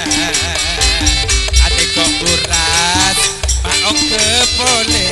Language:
Madurese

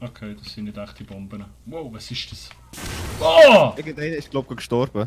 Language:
Swiss German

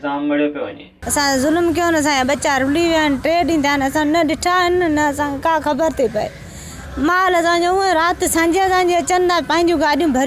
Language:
Sindhi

